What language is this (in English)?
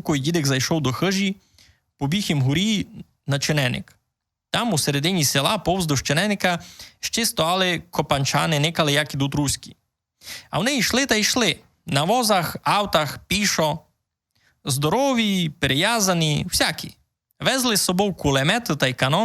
Rusyn